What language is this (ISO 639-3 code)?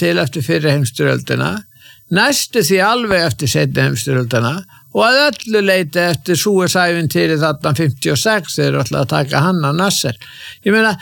isl